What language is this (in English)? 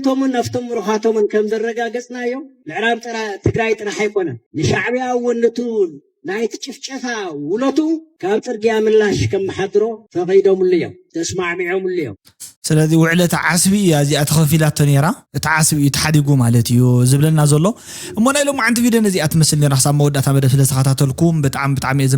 Tigrinya